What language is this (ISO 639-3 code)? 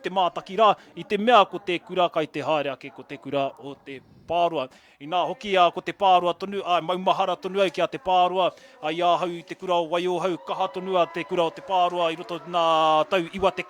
mri